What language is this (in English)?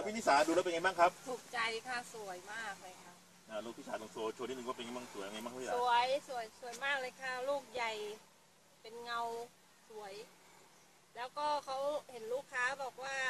Thai